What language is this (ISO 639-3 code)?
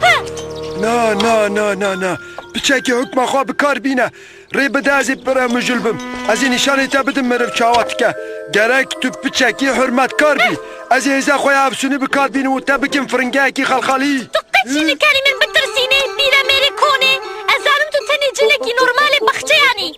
kur